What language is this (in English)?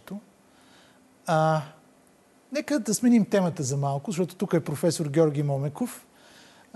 Bulgarian